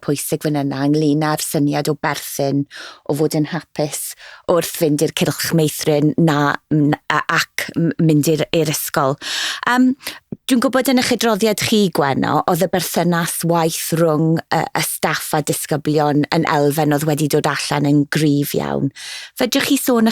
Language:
Welsh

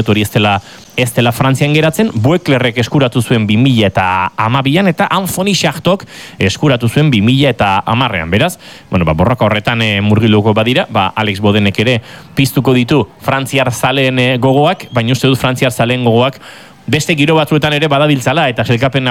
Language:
Basque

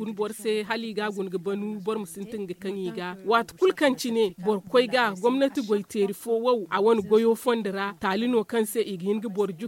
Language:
Zarma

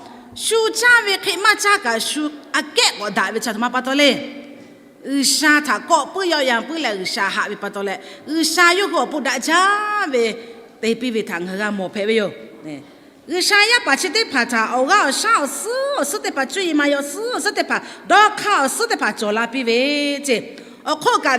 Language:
Lahu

